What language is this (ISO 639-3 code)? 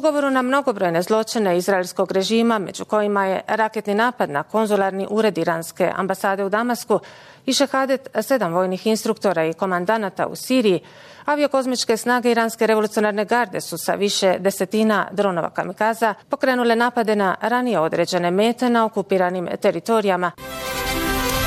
bos